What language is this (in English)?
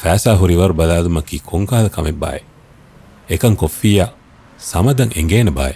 Divehi